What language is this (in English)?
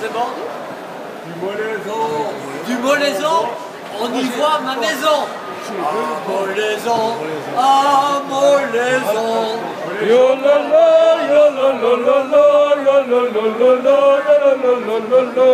Breton